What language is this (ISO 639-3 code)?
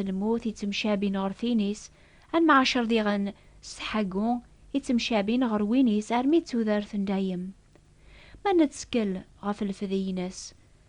kab